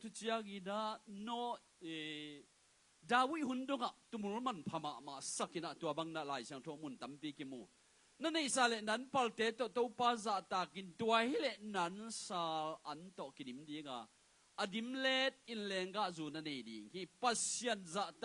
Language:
Tedim Chin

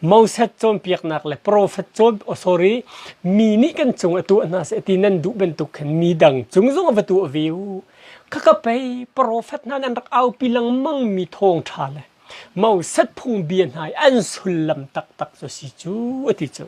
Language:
Hakha Chin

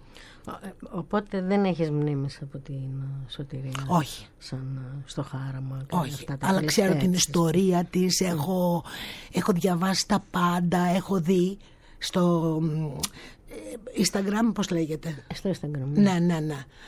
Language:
Greek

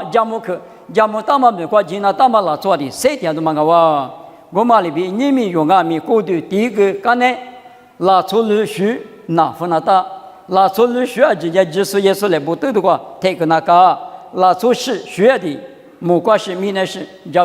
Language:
Lisu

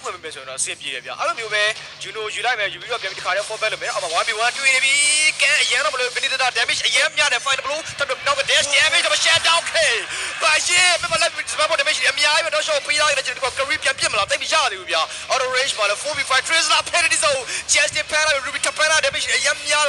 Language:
Burmese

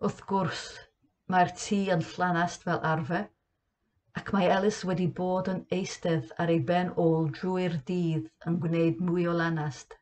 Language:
Welsh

